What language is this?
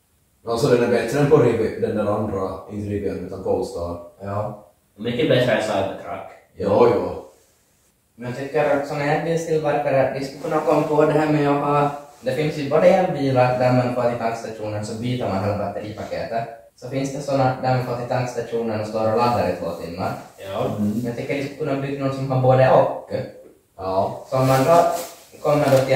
Swedish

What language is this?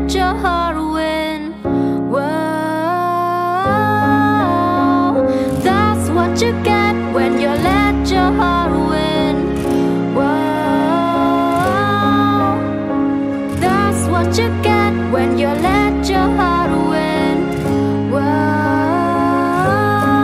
English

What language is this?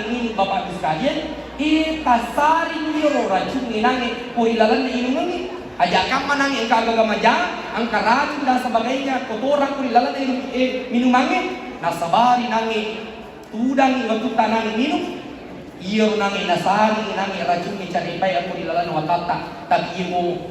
Buginese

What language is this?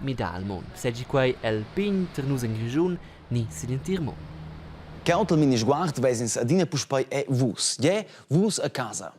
Romansh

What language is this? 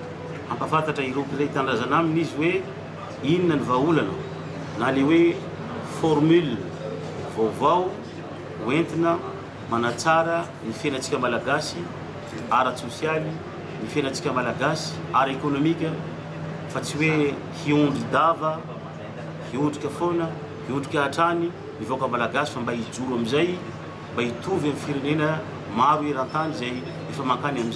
Malagasy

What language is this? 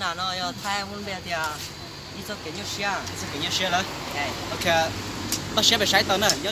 Hmong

